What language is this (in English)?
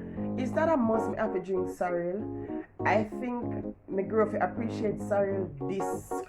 Jamaican Creole English